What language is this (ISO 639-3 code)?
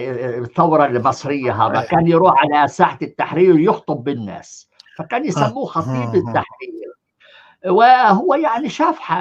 apc